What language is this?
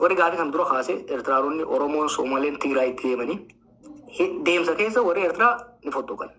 Oromo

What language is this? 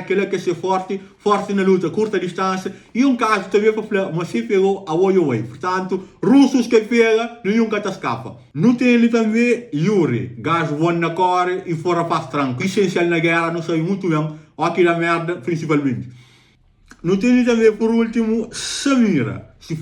Kabuverdianu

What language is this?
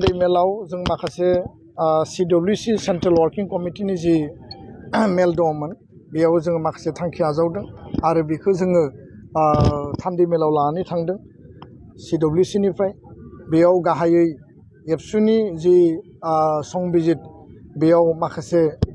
Bodo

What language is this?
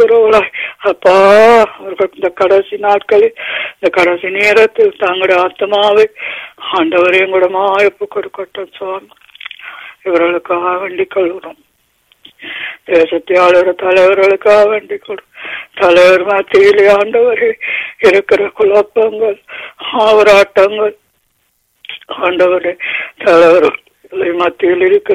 Tamil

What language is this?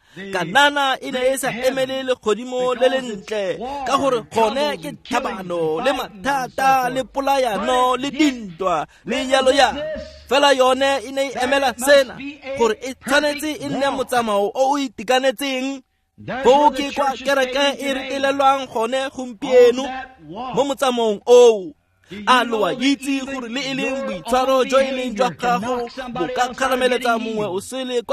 Tswana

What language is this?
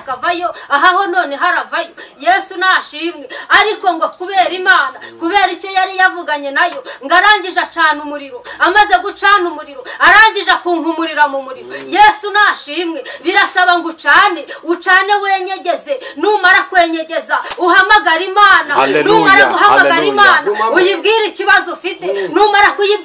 Kinyarwanda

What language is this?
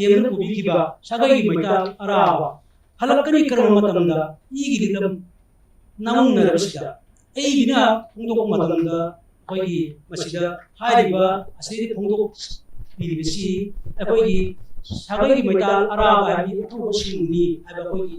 Manipuri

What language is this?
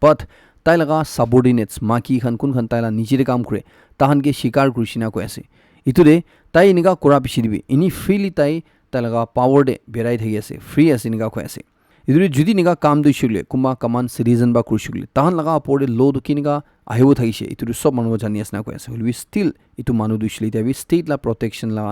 Naga Pidgin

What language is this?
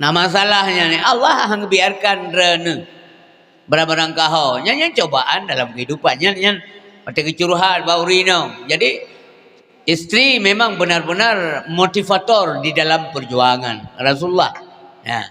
Achinese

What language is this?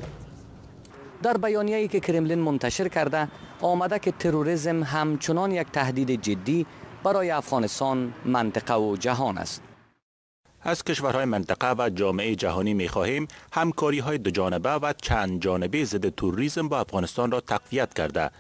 Persian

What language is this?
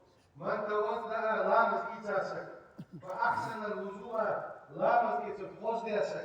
Ingush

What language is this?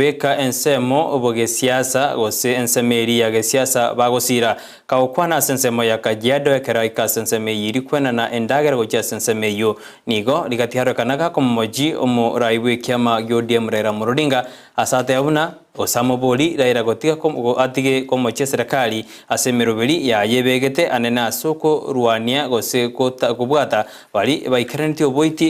Gusii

